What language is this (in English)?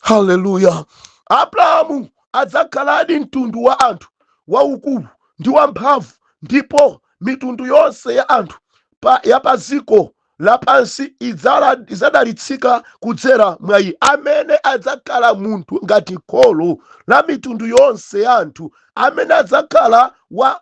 Nyanja